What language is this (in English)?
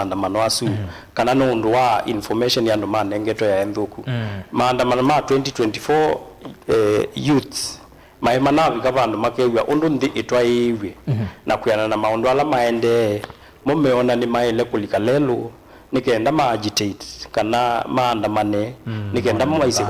Kamba